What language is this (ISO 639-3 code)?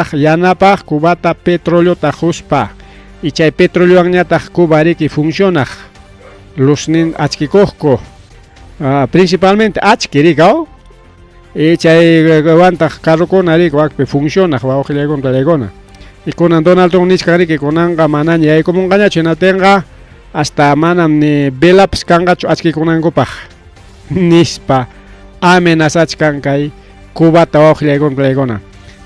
quy